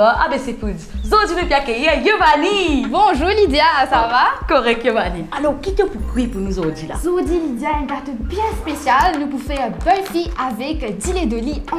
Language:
Morisyen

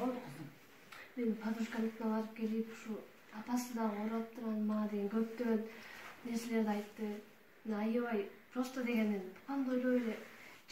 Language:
Kyrgyz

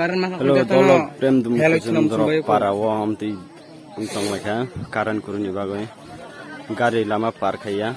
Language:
Kok Borok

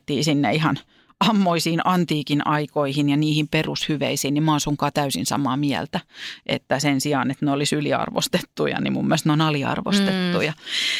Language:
Finnish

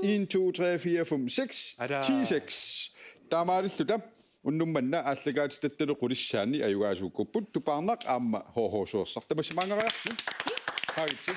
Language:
Kalaallisut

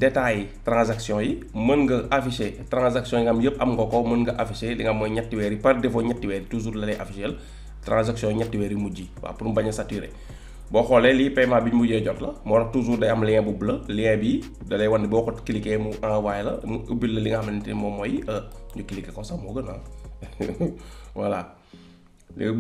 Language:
Wolof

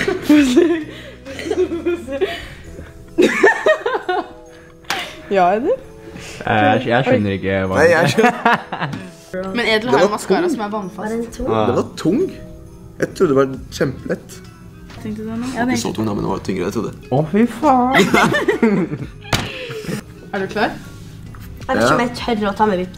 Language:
Norwegian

